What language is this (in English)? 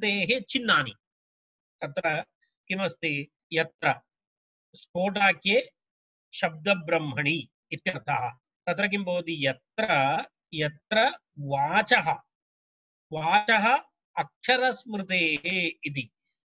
Sanskrit